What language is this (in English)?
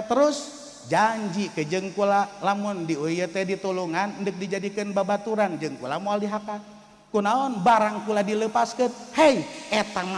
Sundanese